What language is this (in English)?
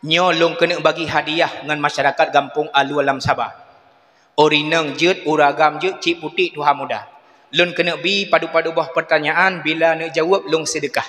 Achinese